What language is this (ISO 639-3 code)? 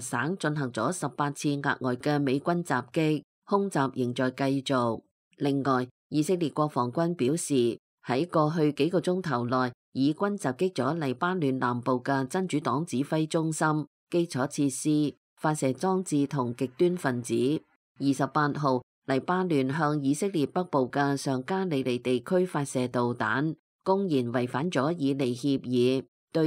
yue